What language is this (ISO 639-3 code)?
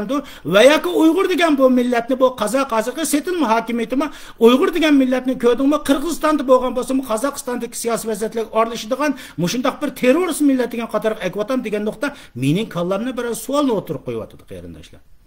uig